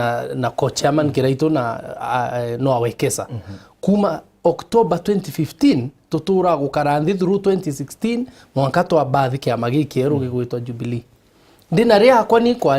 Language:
Meru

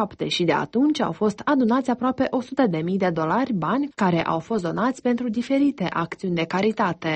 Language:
Romanian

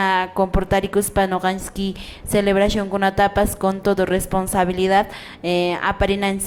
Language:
Quechua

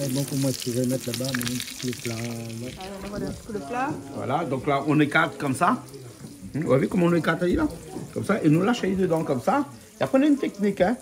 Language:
Réunion Creole French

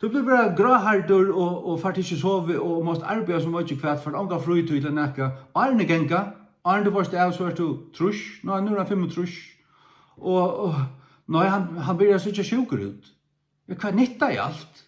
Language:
Faroese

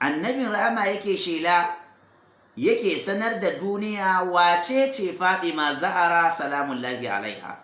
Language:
Hausa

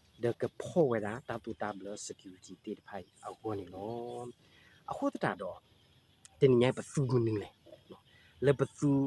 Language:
S'gaw Karen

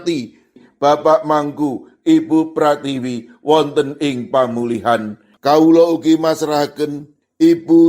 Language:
Javanese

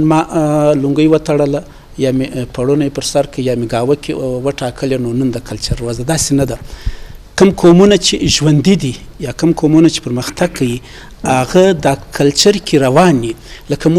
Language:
Eastern Balochi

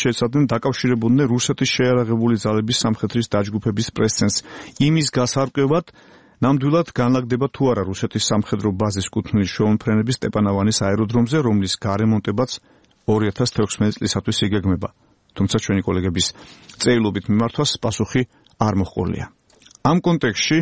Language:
Georgian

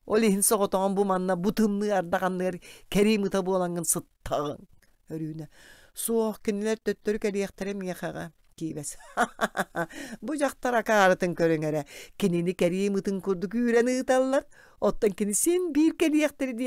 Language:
Yakut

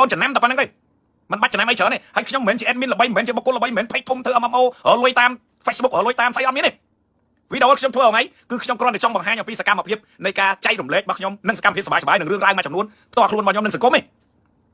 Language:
Khmer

